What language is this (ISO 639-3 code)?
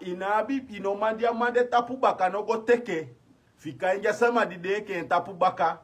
srn